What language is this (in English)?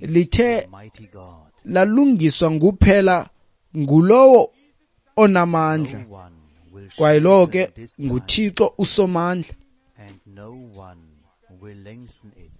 Xhosa